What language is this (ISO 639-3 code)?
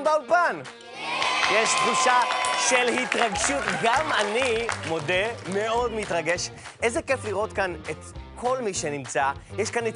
heb